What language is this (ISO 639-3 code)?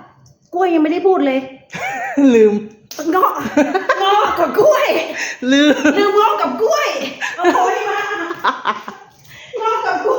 lao